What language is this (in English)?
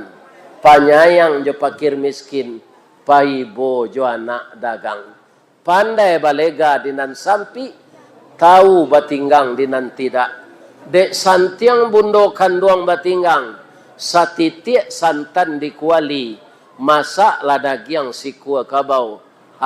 Minangkabau